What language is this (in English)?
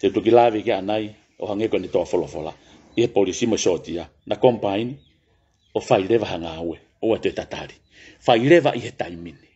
Tongan